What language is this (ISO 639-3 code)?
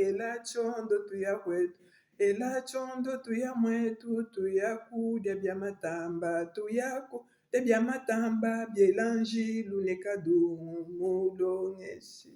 lua